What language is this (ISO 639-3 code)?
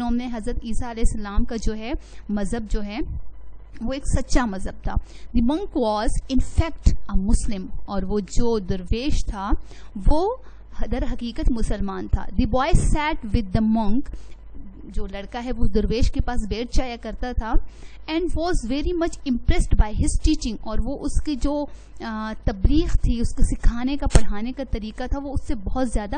urd